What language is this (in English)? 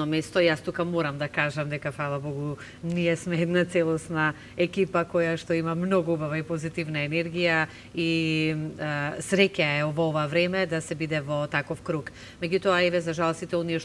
Macedonian